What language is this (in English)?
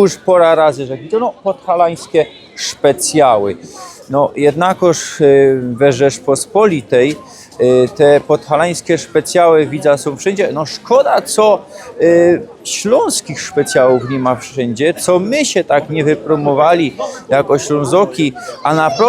Silesian